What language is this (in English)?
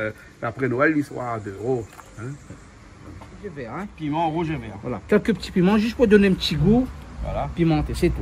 Réunion Creole French